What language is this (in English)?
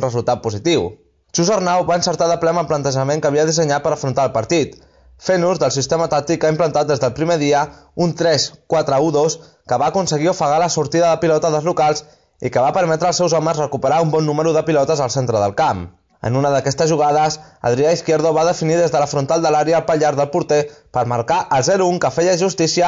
Catalan